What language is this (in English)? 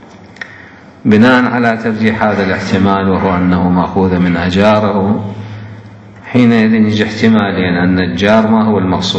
Arabic